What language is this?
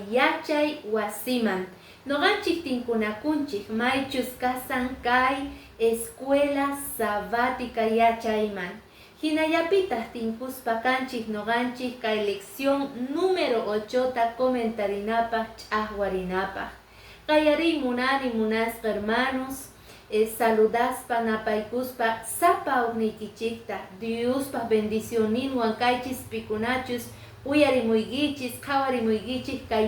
Quechua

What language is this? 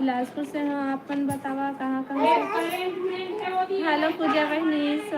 Chhattisgarhi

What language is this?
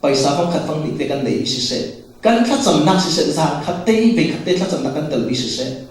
Falam Chin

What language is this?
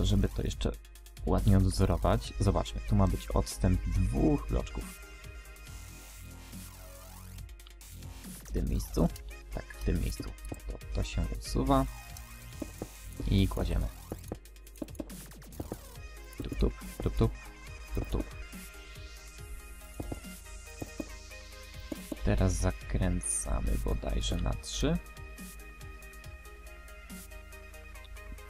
Polish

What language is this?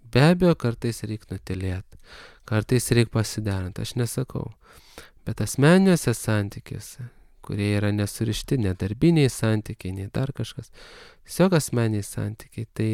Lithuanian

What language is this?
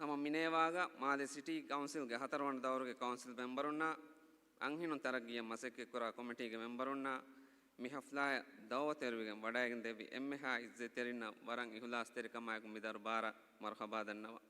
Divehi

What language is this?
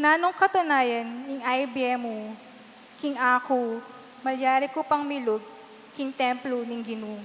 Pampanga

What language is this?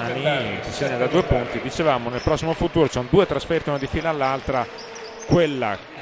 Italian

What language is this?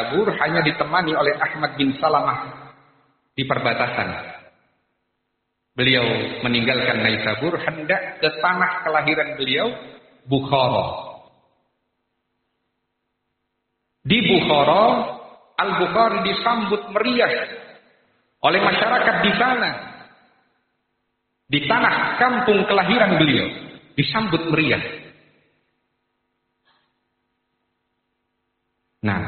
Indonesian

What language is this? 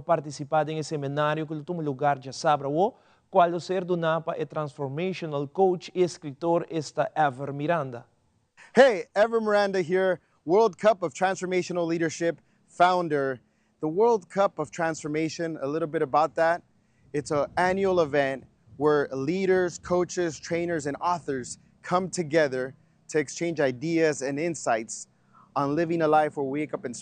Papiamento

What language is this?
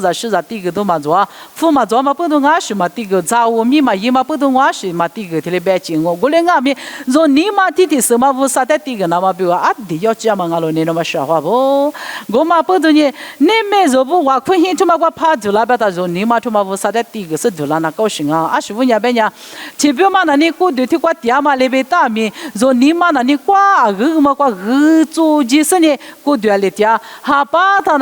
Lisu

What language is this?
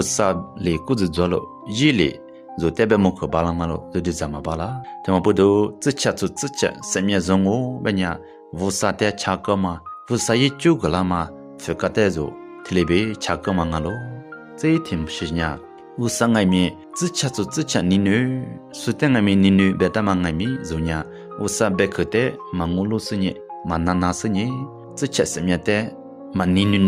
Lisu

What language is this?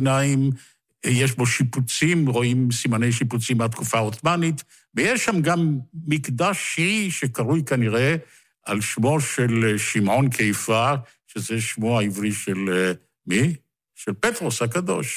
Hebrew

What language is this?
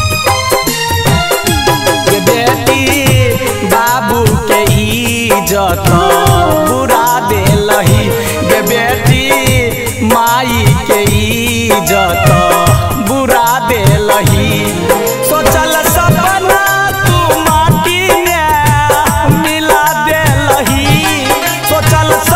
Maithili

